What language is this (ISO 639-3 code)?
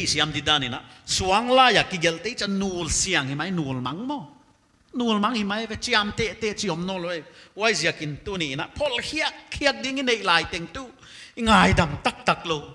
pck